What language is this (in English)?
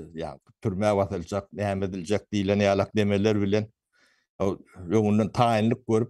Turkmen